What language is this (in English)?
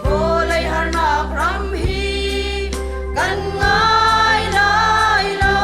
Hakha Chin